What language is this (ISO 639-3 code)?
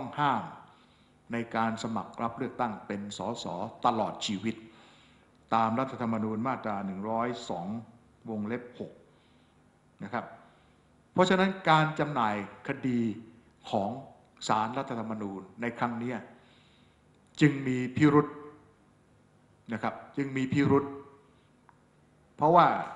tha